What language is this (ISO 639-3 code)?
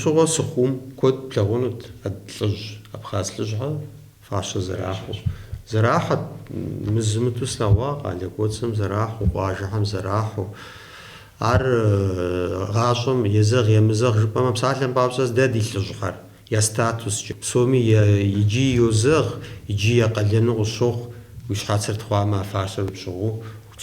kbd